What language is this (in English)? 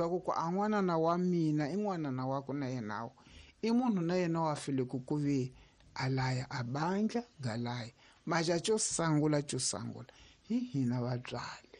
Tsonga